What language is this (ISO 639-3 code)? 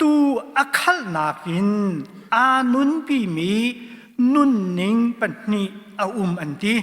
cnh